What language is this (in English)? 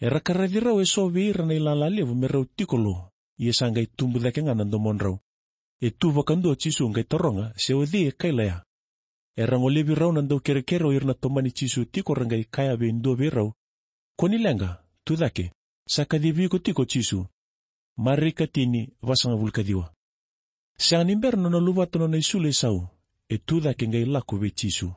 Fijian